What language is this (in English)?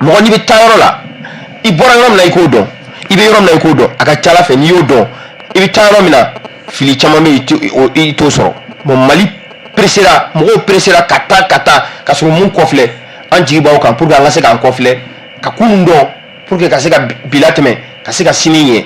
Bambara